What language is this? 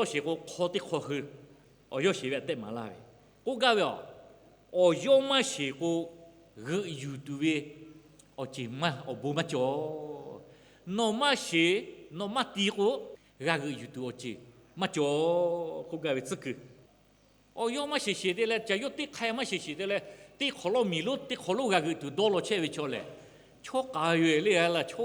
Lahu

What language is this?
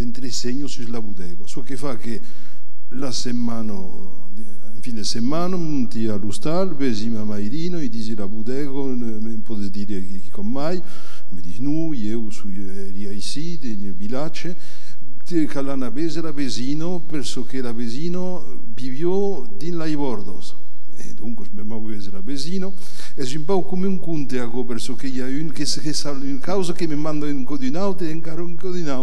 Occitan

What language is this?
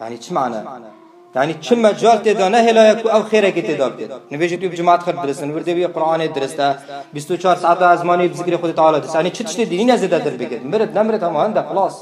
Kurdish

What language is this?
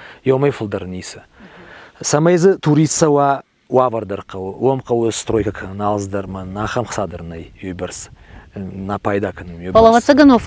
Ossetic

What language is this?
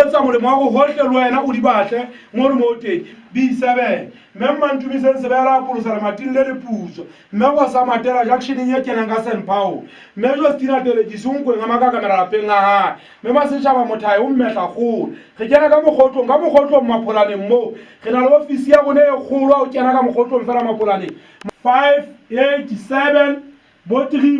Southern Sotho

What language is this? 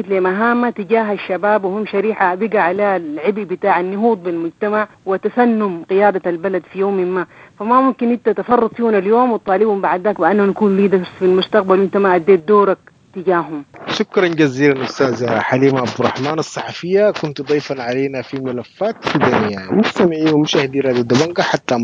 Sudanese Arabic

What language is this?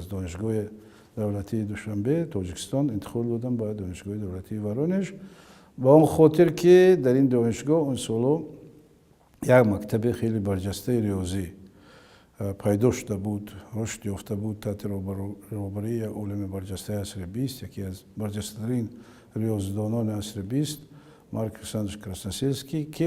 Tajik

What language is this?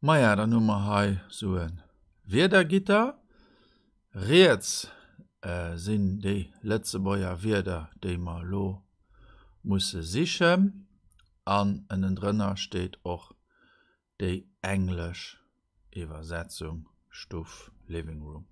Luxembourgish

